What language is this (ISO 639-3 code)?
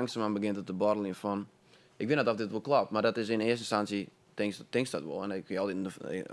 fry